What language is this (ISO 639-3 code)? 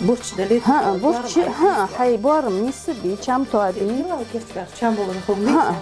inh